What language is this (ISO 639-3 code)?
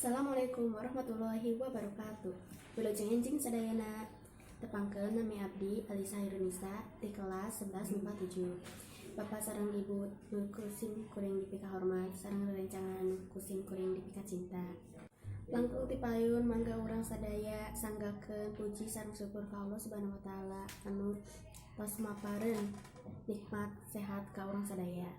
sun